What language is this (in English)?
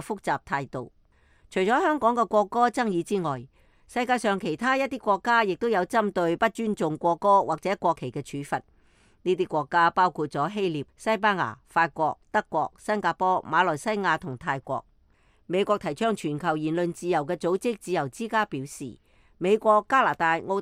Cantonese